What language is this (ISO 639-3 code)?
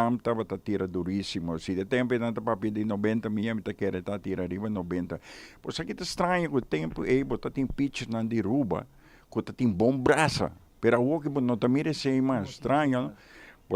pap